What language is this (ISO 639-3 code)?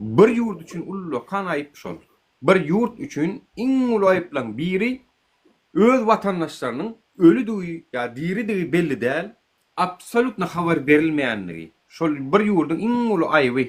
tuk